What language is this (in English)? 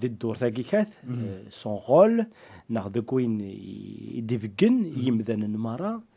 Kabyle